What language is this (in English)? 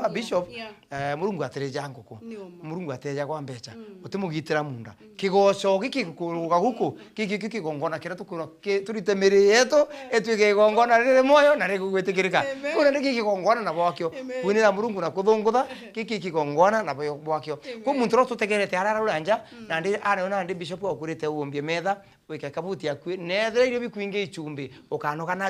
Meru